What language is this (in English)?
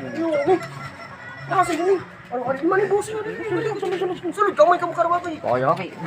Waray